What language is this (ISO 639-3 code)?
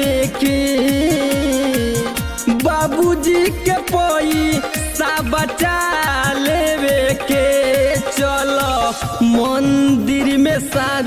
bho